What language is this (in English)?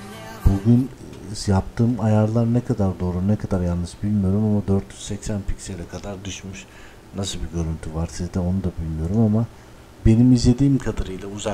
Turkish